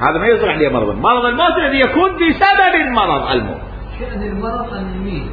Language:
Mesopotamian Arabic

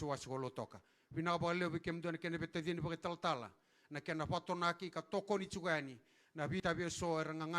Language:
Fijian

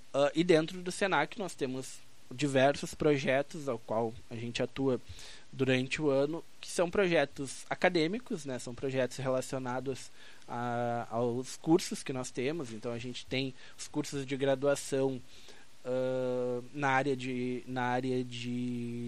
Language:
Portuguese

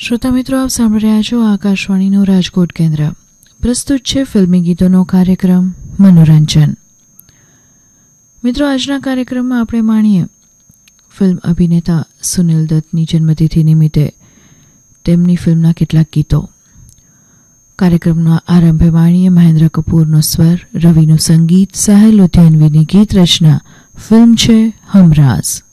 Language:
Gujarati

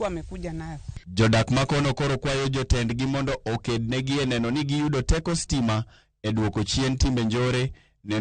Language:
Luo (Kenya and Tanzania)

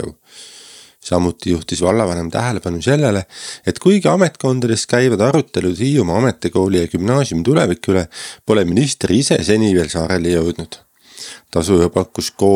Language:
Estonian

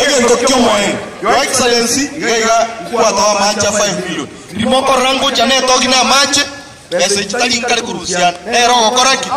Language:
Gusii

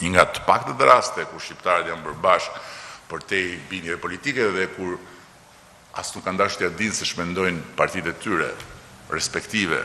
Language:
Albanian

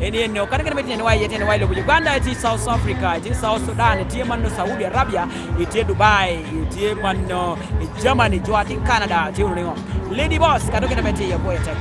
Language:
Lango (Uganda)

